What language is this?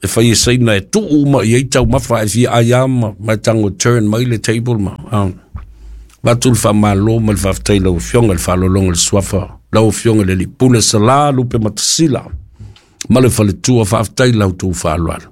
Samoan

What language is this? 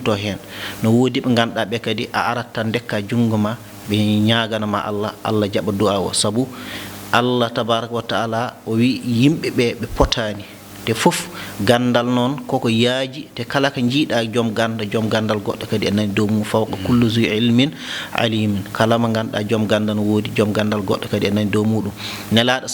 Fula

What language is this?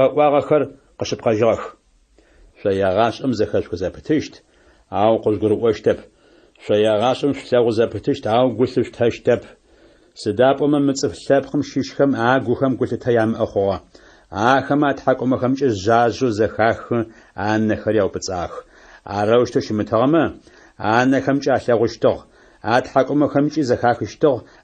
Adyghe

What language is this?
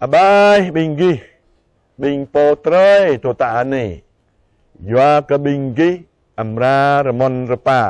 Jarai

